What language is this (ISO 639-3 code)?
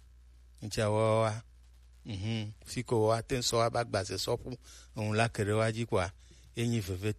gej